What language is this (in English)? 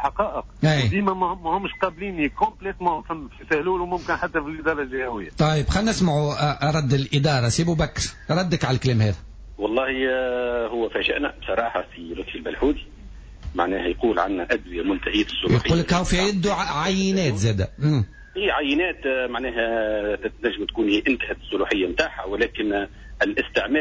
Tunisian Arabic